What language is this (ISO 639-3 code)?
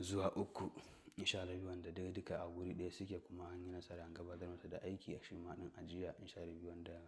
hau